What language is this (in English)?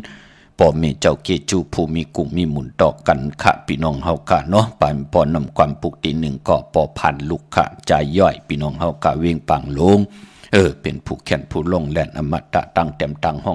Shan